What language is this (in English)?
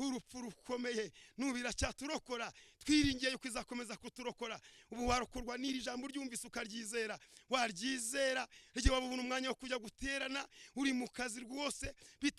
Kinyarwanda